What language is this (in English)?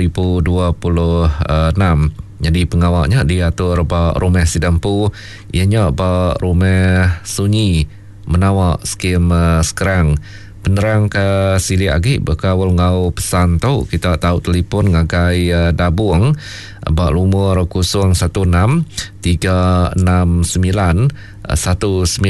Iban